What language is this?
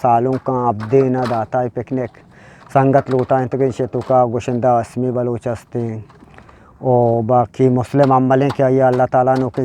Eastern Balochi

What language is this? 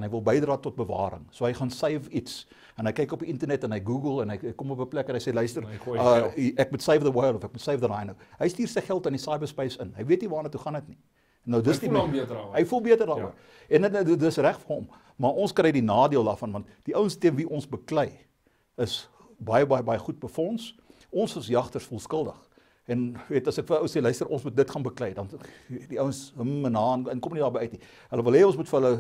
Afrikaans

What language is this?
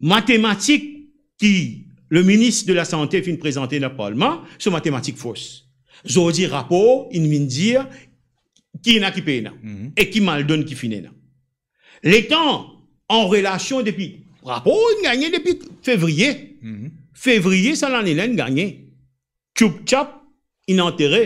Morisyen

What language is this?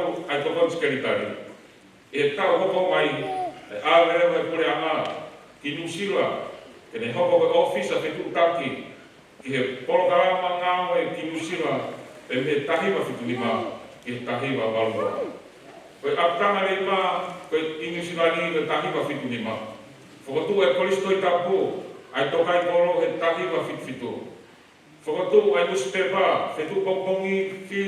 Tongan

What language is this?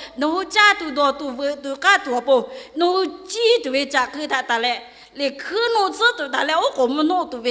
Lahu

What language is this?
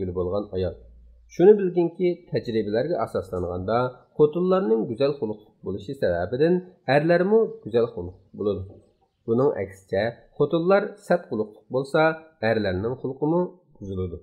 Uyghur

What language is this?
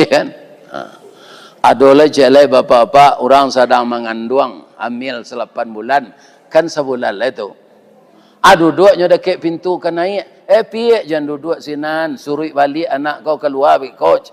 Minangkabau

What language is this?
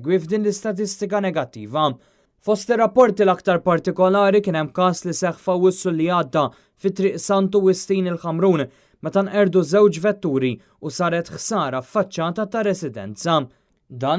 Maltese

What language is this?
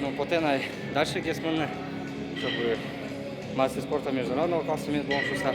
Udmurt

